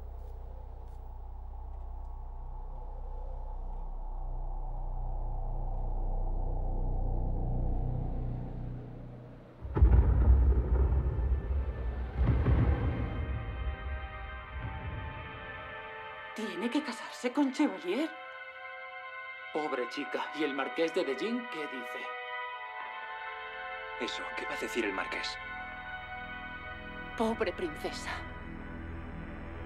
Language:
Spanish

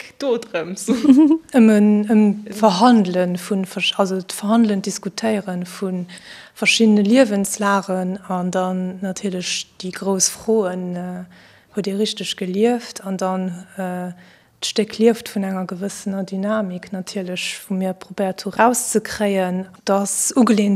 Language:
Luxembourgish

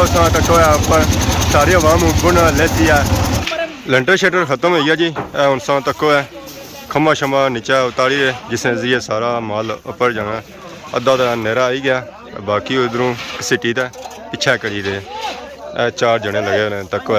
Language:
Pahari-Potwari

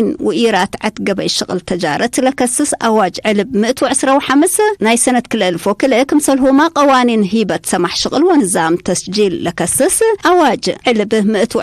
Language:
Tigre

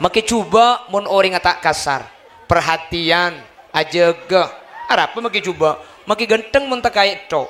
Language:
Madurese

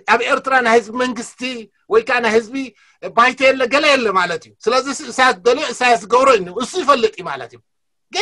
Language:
Tigrinya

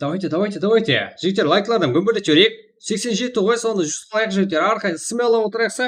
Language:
Kara-Kalpak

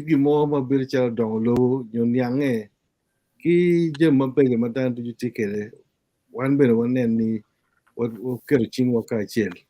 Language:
Acoli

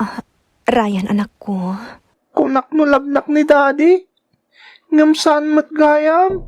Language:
Iloko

